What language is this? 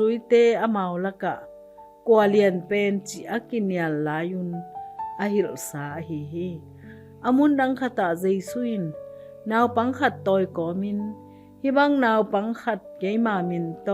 Tedim Chin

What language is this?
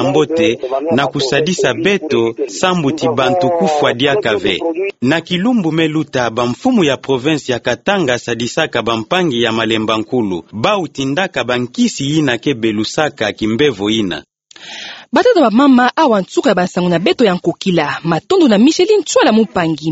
Kituba (Democratic Republic of Congo)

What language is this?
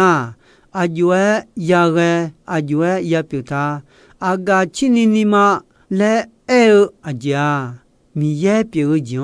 Akha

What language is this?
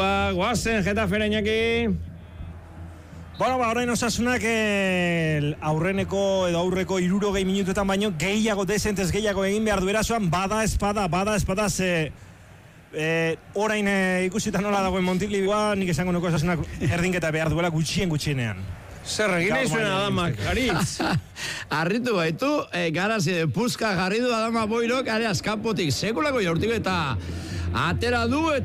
Basque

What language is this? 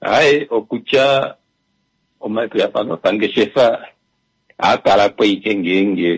Kuanyama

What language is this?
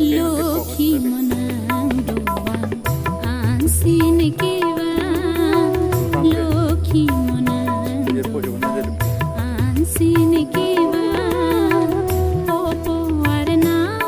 Karbi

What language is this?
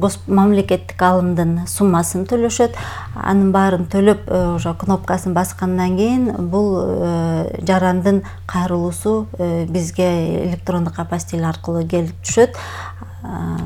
Kyrgyz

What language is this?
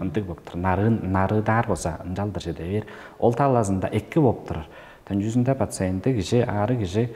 Tuvinian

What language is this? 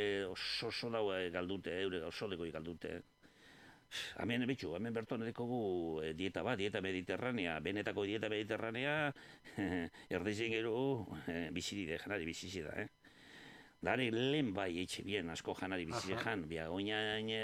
Basque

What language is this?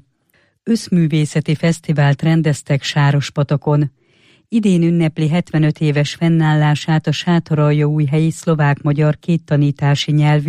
Hungarian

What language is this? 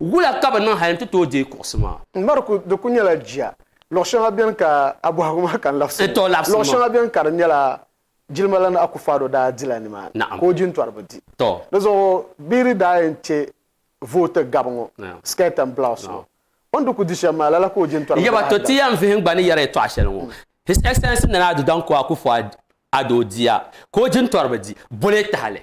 Dagbani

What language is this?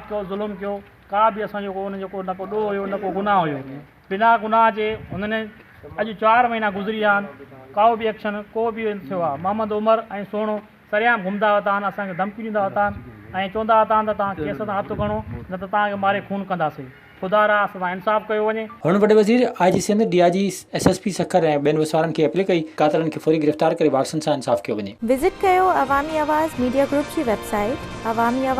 Sindhi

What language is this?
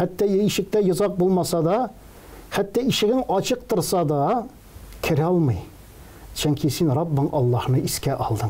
Tatar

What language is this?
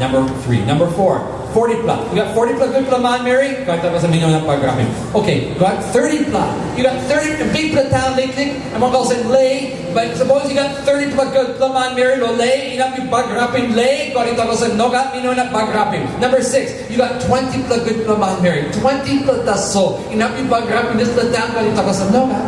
Tok Pisin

